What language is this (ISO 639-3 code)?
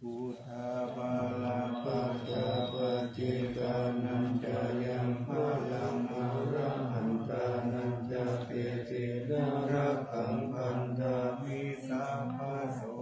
pli